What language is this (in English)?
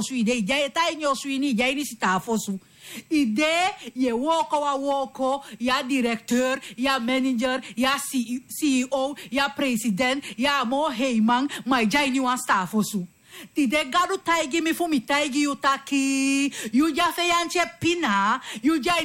Sranan Tongo